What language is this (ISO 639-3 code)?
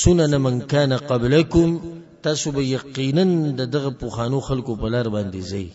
pus